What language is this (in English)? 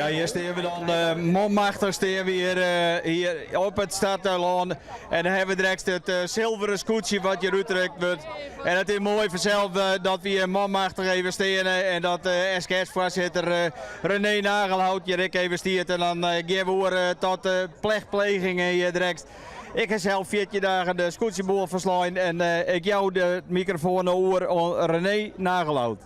Western Frisian